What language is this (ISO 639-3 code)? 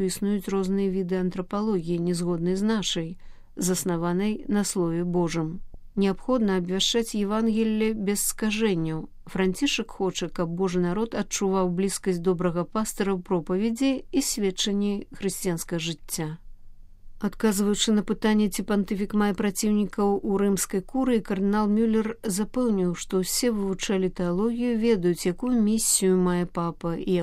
bel